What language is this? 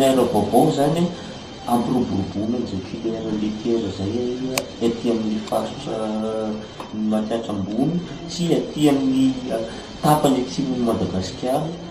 Malagasy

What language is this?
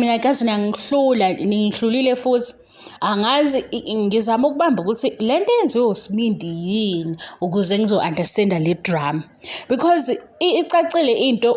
Zulu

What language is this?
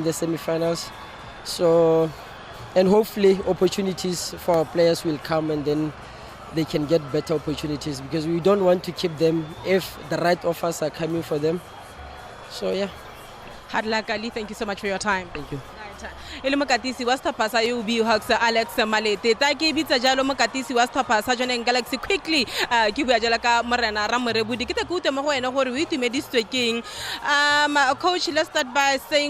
Tswana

